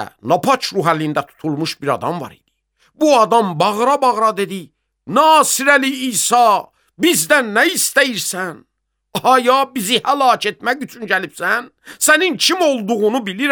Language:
Azerbaijani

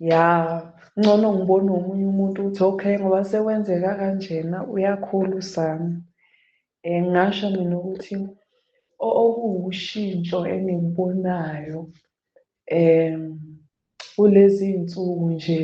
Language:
Zulu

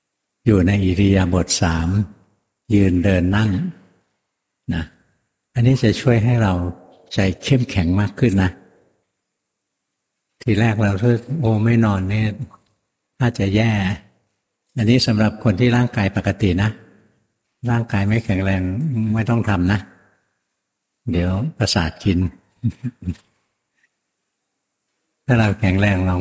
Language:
Thai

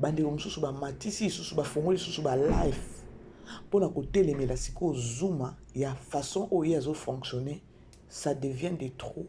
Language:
Lingala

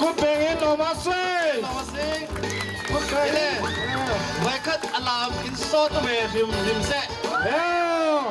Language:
Falam Chin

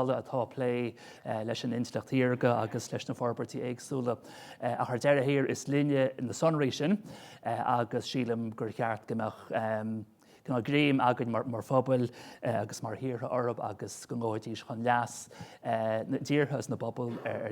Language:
Irish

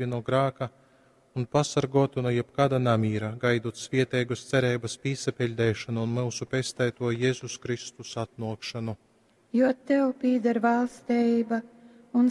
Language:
Latgalian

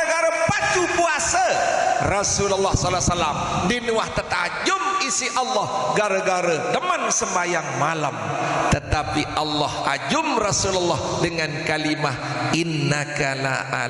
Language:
Sasak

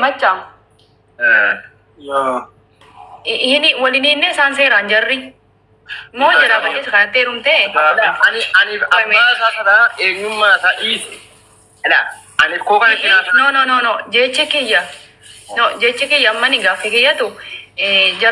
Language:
Oromo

